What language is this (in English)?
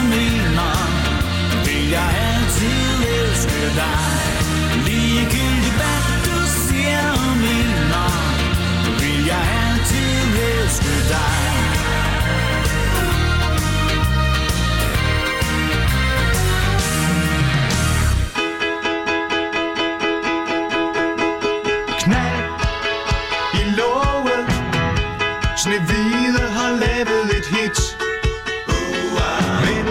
Danish